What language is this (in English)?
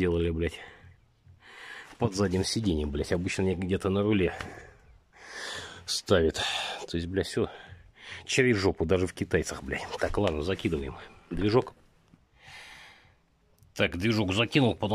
Russian